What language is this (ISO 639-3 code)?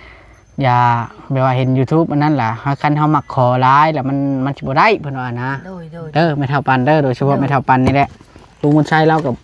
lao